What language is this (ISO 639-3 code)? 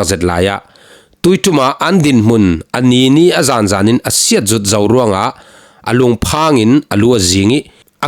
cfm